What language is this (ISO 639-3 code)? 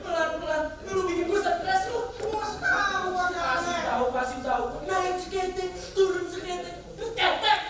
bew